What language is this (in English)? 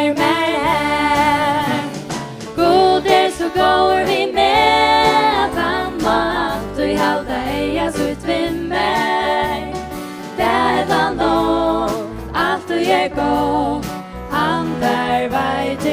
Faroese